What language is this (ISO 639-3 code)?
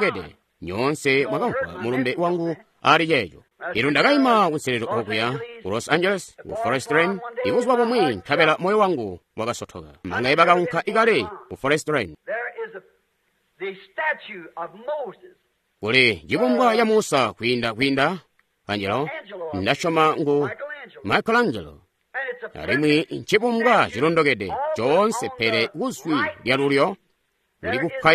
toi